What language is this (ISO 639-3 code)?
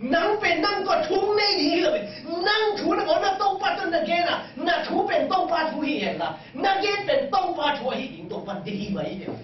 ctd